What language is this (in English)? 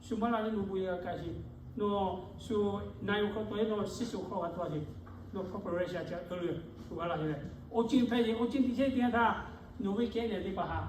Lahu